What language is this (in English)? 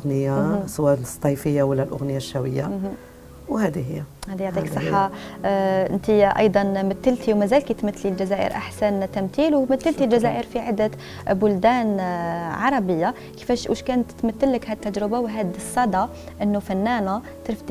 Algerian Arabic